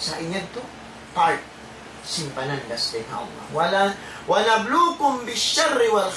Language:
Tausug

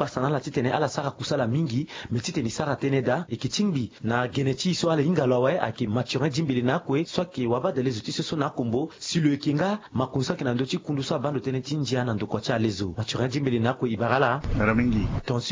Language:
Sango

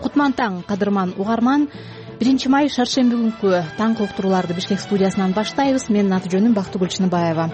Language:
Kyrgyz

